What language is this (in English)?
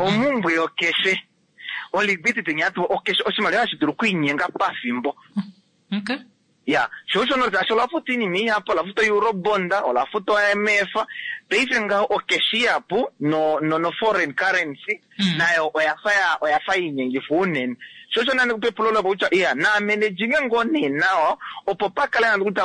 Kuanyama